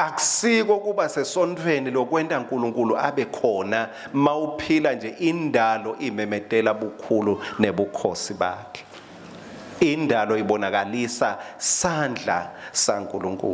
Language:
Swati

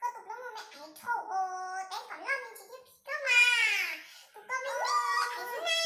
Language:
Hmong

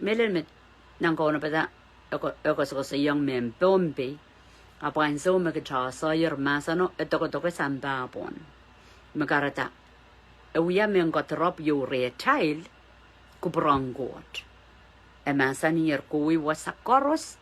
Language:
Pohnpeian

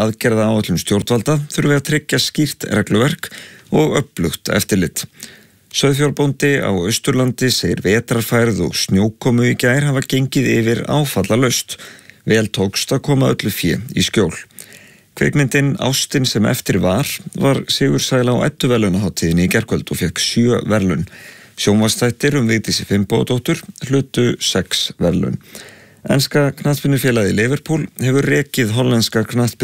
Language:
Icelandic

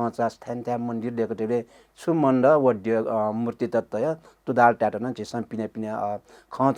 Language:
Newari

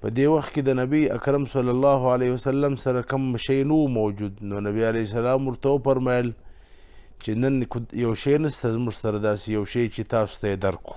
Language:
Pashto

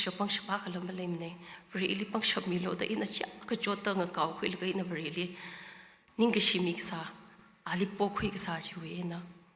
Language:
Tangkhul Naga (India)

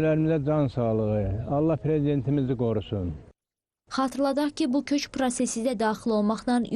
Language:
Azerbaijani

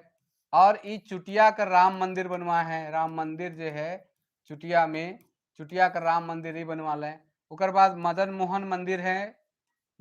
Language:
Sadri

